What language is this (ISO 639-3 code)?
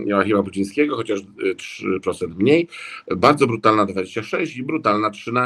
pol